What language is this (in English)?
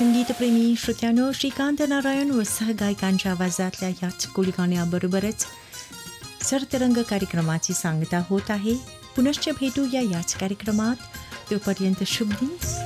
Marathi